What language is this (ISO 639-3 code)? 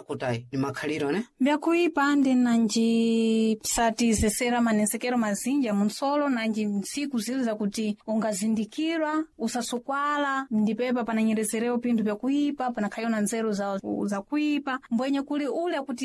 seh